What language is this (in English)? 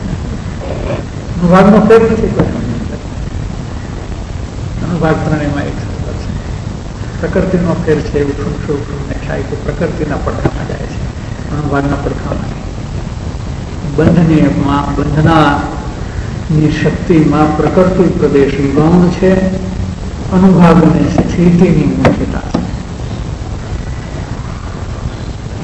Gujarati